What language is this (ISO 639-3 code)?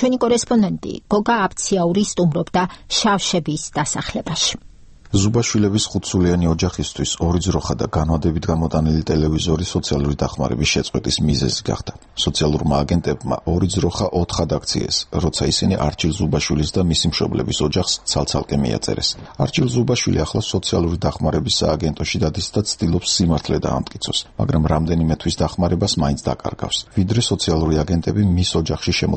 kat